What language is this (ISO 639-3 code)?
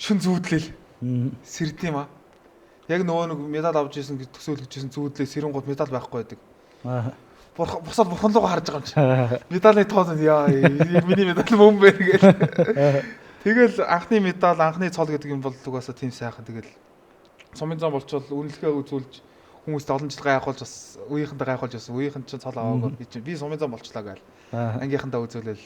mon